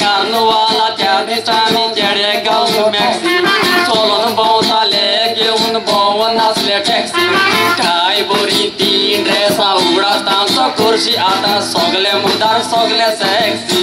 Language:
Konkani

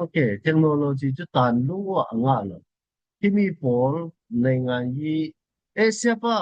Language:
Falam Chin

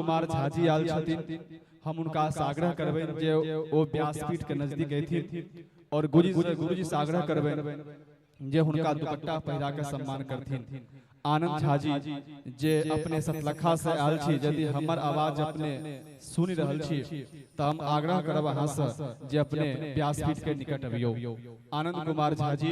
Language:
Maithili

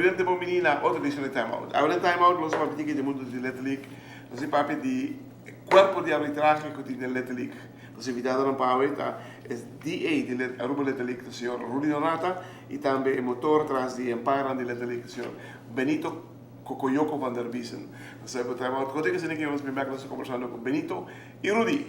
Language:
Papiamento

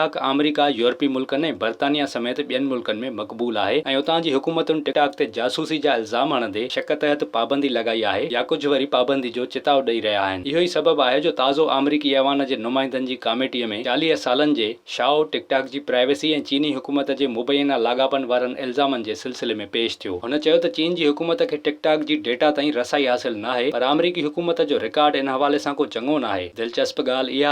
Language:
Sindhi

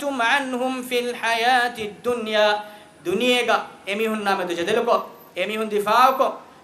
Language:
Divehi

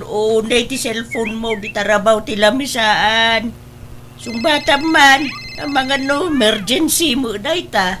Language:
Iloko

